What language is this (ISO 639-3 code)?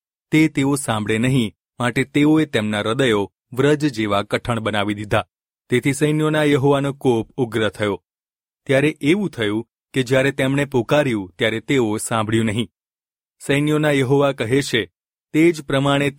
guj